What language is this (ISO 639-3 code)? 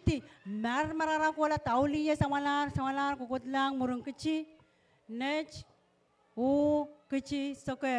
pon